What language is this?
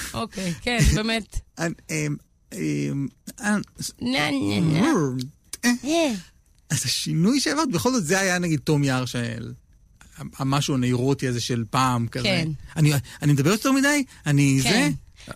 Hebrew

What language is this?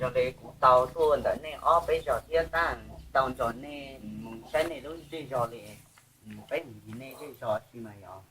Hmong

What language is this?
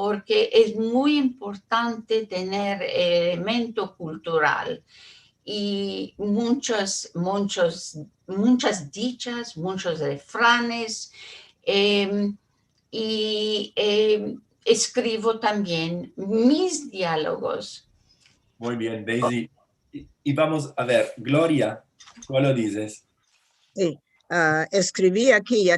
Ladino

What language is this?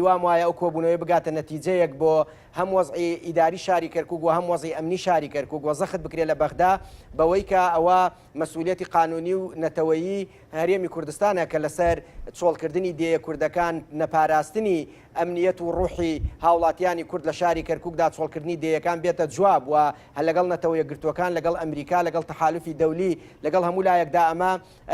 Central Kurdish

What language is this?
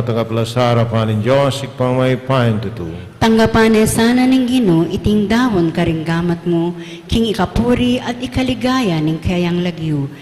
Pampanga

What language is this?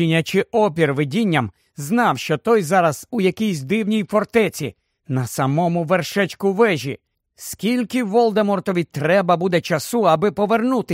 Ukrainian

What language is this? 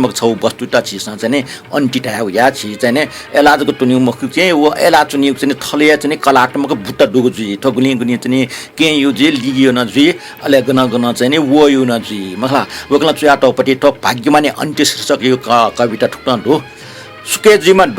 Newari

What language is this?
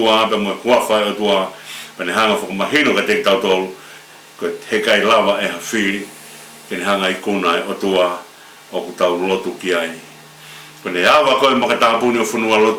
Tongan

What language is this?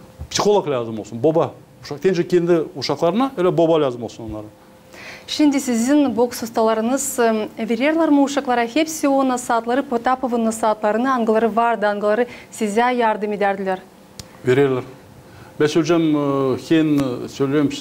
Gagauz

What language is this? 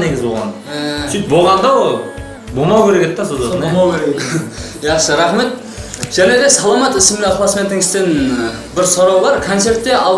Kara-Kalpak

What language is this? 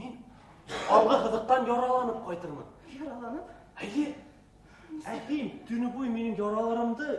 Bashkir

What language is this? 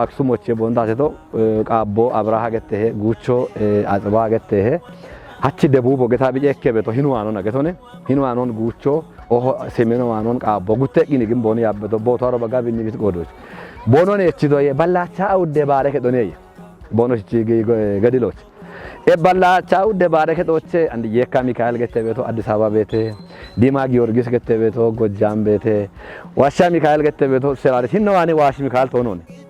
Kafa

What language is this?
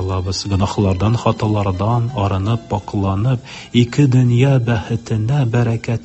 Tatar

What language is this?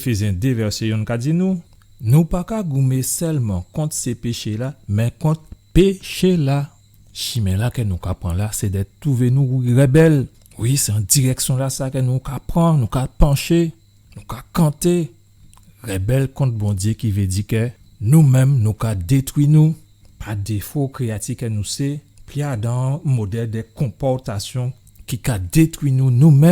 Guadeloupean Creole French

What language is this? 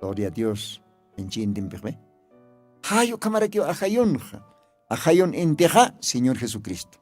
Aymara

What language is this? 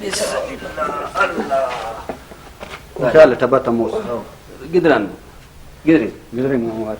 Brahui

